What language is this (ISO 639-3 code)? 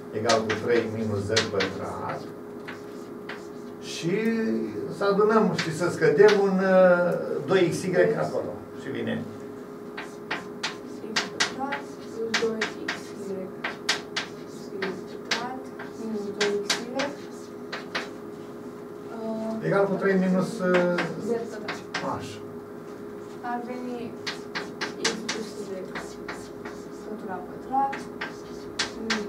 ron